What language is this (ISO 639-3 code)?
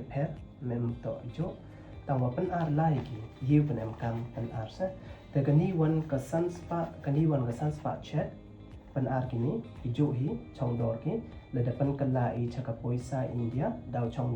pbv